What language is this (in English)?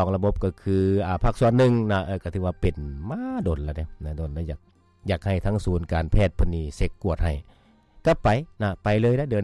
Lao